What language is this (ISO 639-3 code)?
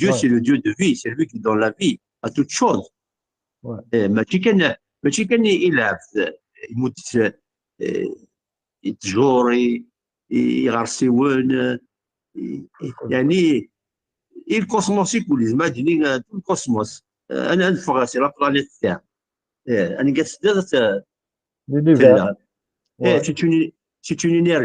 kab